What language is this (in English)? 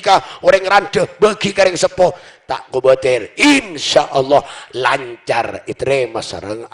Madurese